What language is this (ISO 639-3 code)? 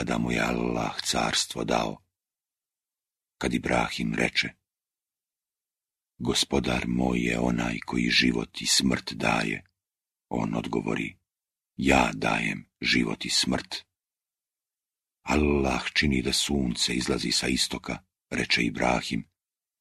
bos